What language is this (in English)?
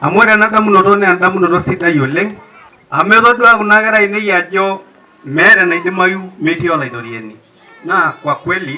Masai